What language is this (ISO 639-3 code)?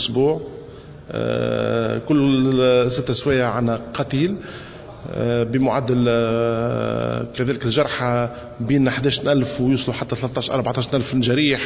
aeb